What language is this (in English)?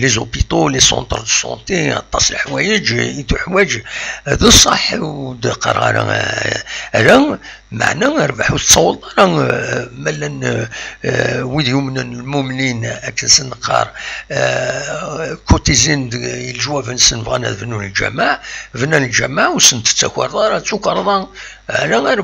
Kabyle